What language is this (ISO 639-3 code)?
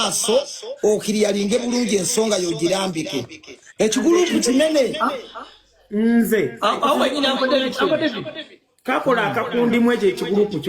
lug